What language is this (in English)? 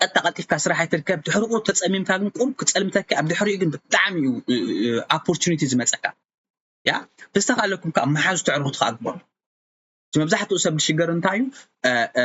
Tigrinya